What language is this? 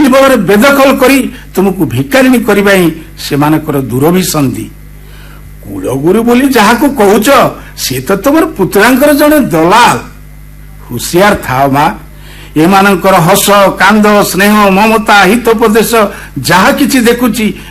Odia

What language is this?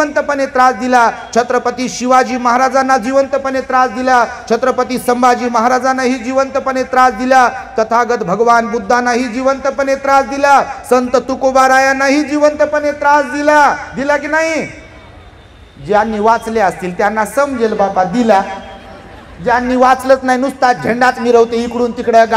Marathi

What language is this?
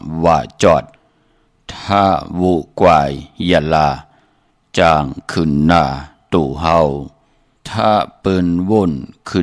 Shan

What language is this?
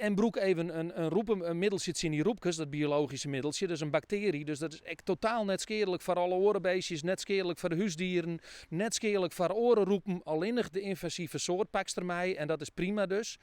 Western Frisian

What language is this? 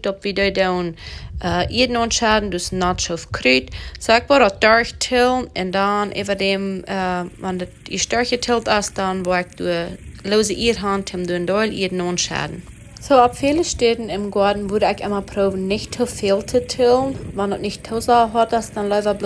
Plautdietsch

